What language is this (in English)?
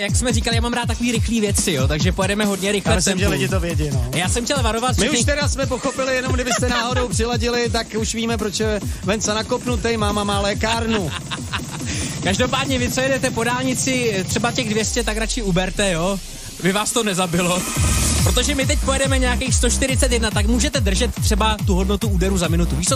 Czech